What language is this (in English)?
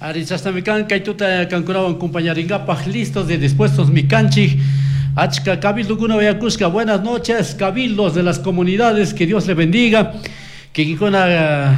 Chimborazo Highland Quichua